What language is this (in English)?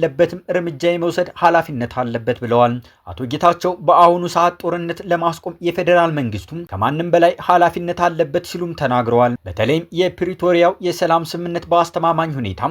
Amharic